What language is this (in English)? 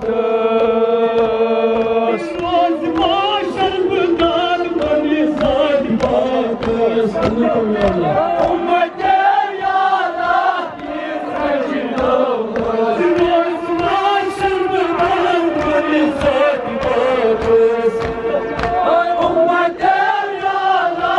Kashmiri